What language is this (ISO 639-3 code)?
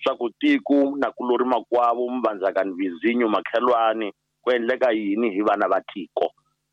tso